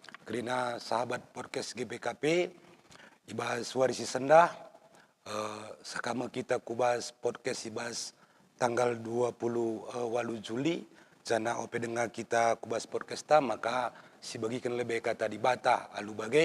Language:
Batak Karo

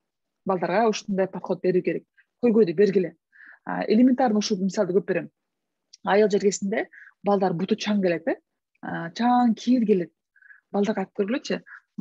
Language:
Kyrgyz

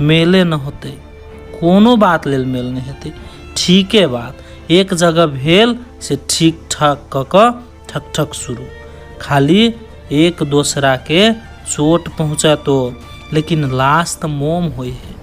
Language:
Maithili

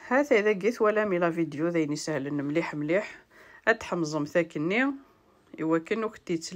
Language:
Kabyle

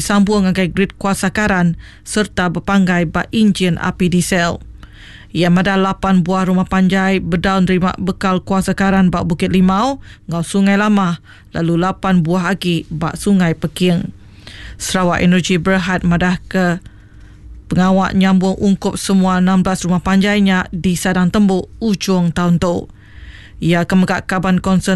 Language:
Iban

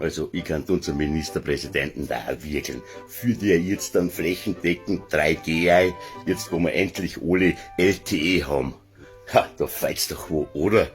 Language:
Bavarian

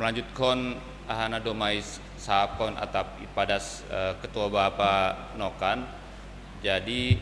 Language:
Batak Simalungun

